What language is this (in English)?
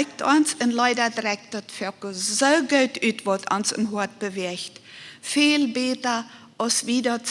Plautdietsch